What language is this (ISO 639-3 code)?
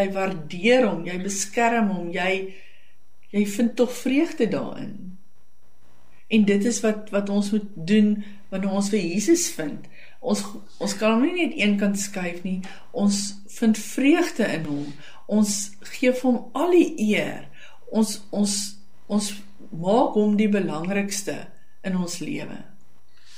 afr